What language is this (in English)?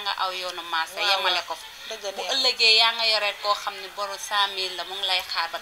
Wolof